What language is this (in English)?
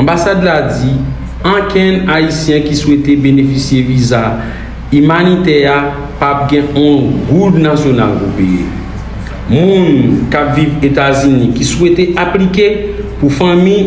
Haitian Creole